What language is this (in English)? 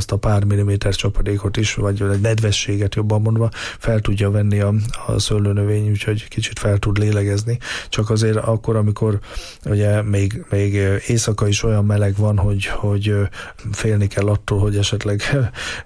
Hungarian